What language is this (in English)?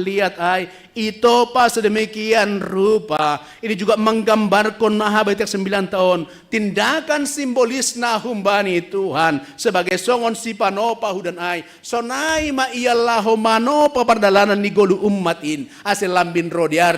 Batak Simalungun